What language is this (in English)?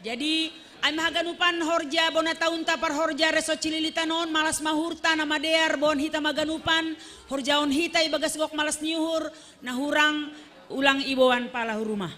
Batak Simalungun